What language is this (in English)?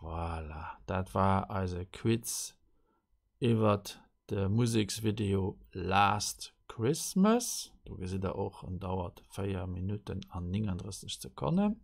Luxembourgish